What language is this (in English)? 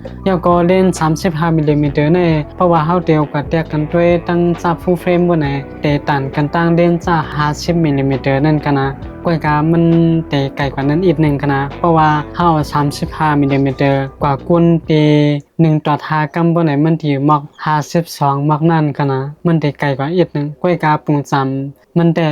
Shan